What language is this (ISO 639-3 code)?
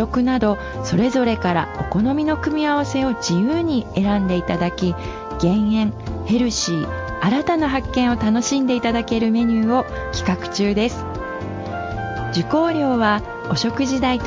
jpn